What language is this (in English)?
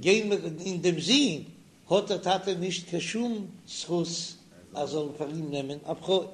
Yiddish